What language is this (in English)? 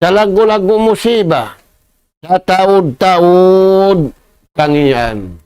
Tausug